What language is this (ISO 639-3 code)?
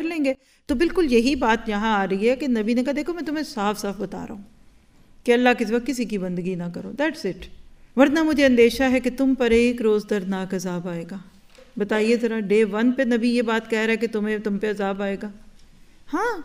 urd